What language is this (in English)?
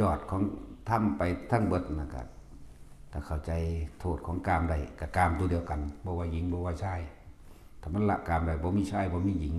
Northeastern Thai